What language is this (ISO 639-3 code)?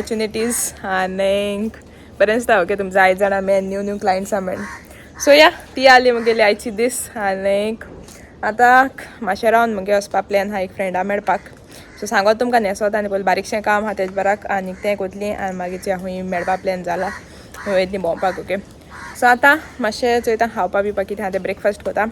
kok